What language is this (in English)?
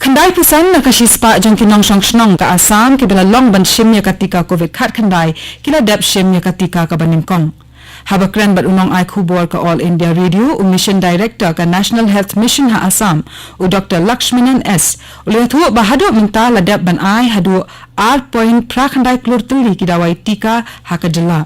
Khasi